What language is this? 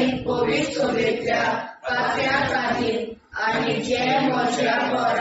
Konkani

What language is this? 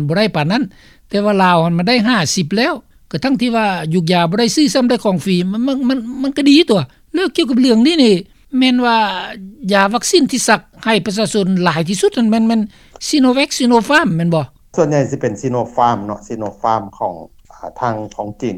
Lao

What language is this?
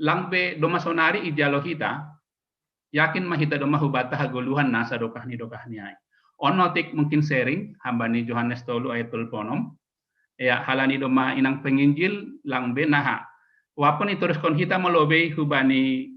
Batak Simalungun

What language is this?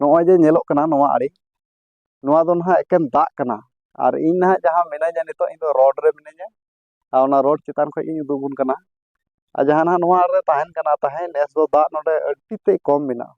Santali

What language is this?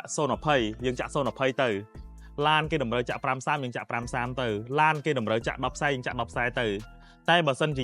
Khmer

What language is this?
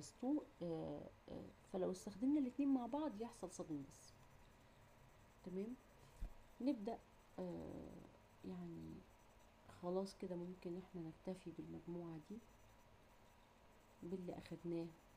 Egyptian Arabic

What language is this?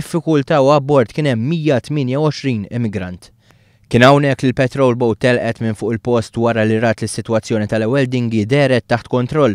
Maltese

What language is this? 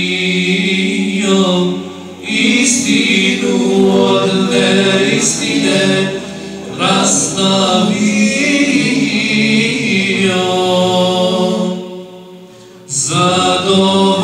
Bosnian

